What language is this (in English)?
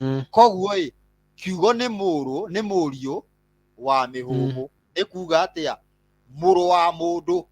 Kikuyu